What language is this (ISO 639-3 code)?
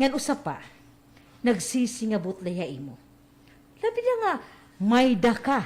war